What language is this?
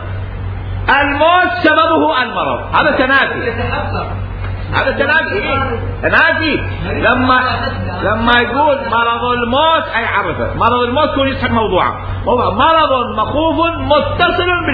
Mesopotamian Arabic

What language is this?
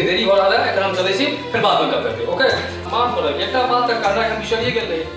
Maithili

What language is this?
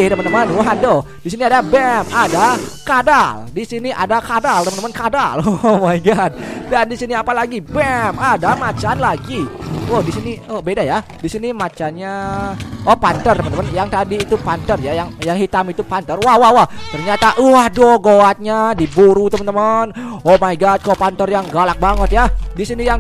Indonesian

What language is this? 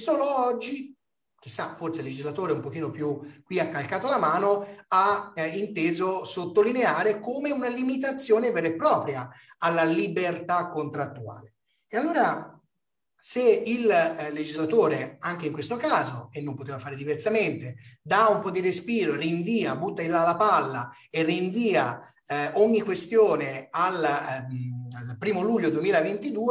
Italian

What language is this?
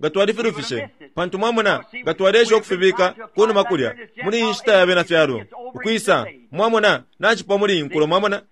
Bemba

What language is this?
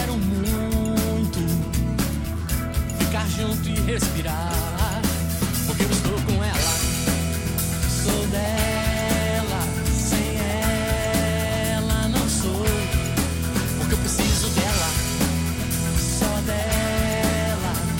Portuguese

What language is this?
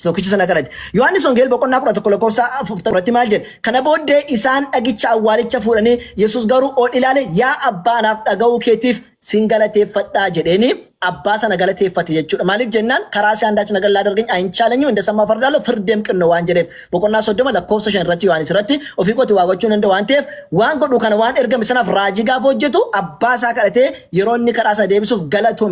Oromo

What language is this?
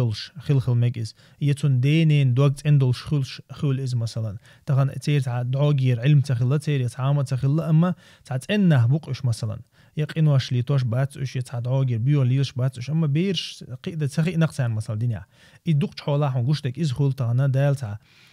Chechen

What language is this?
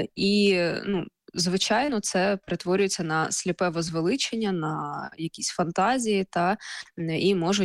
Ukrainian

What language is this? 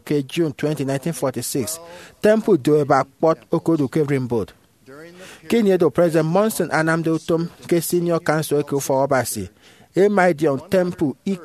Efik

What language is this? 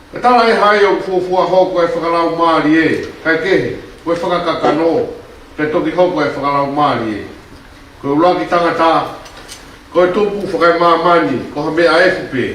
Tongan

